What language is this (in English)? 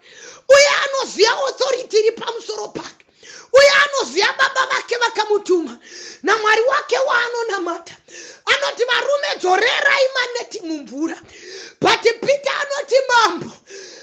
Shona